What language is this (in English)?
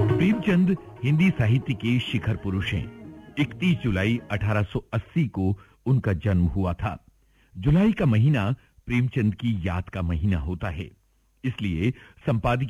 Hindi